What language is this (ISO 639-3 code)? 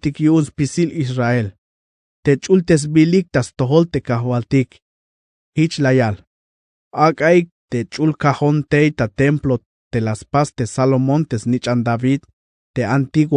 tzh